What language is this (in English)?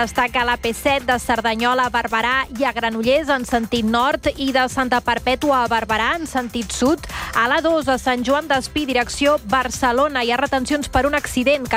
Catalan